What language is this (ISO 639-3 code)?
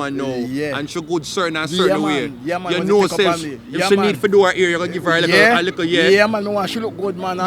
jam